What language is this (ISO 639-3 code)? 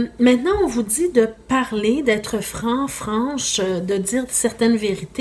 fra